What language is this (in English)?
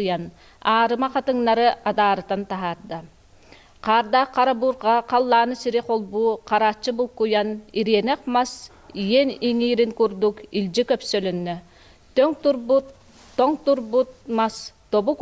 Yakut